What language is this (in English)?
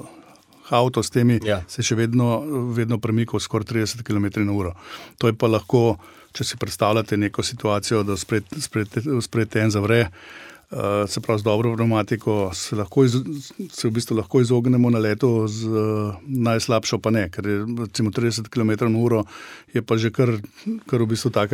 Slovenian